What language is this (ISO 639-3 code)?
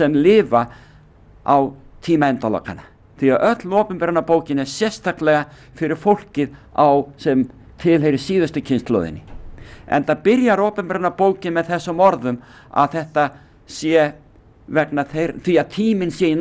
isl